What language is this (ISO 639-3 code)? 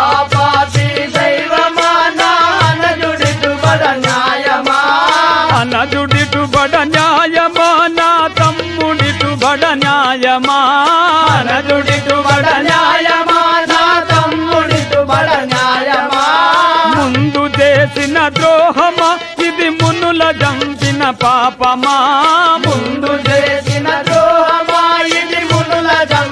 tel